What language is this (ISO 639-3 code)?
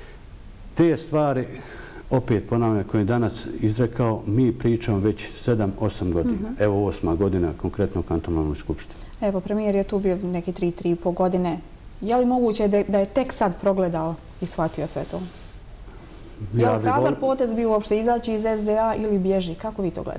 bos